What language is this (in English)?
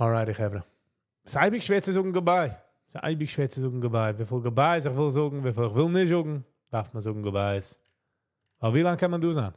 Yiddish